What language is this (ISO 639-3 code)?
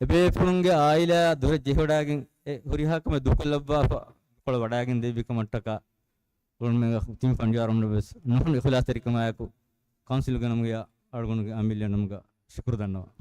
div